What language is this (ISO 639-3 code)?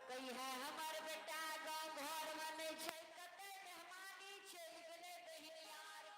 mai